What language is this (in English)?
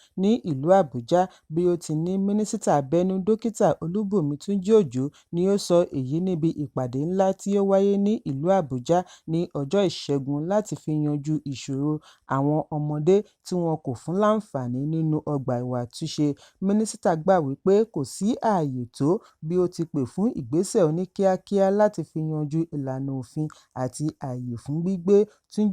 Yoruba